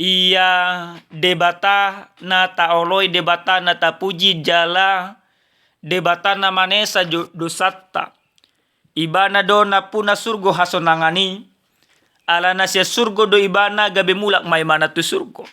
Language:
Batak Toba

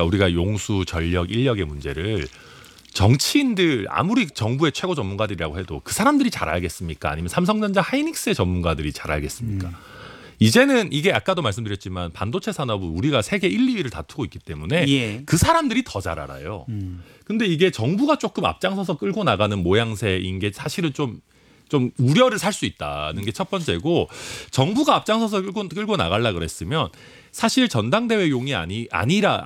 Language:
Korean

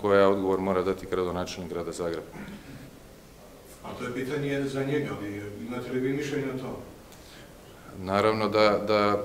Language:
Croatian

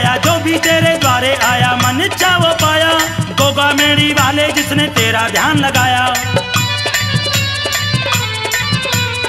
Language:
Hindi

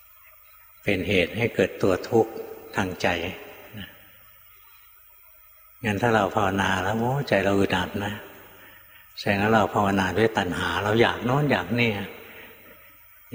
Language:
Thai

